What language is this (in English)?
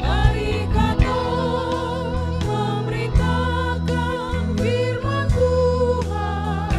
Ambonese Malay